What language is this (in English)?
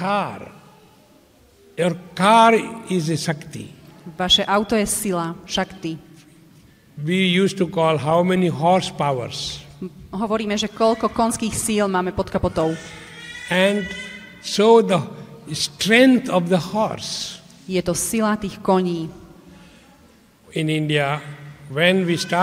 Slovak